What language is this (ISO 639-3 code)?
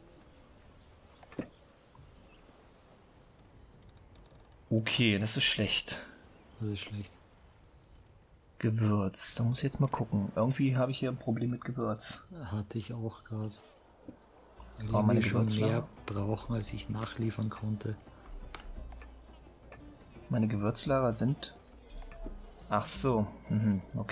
deu